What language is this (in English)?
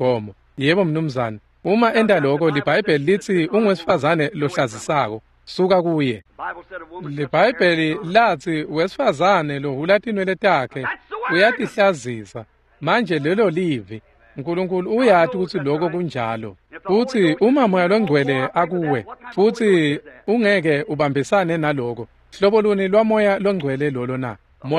Swati